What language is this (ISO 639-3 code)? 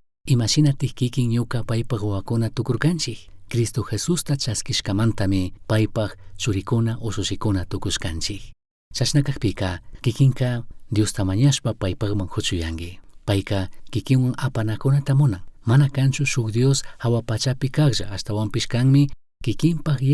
qug